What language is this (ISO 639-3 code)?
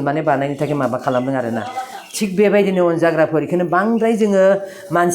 brx